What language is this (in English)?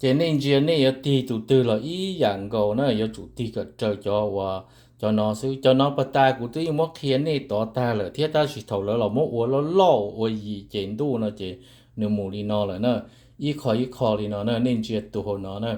Hmong